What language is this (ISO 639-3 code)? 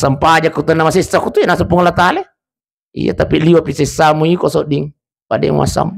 bug